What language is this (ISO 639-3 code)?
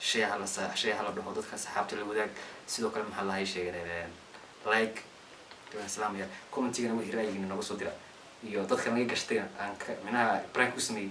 som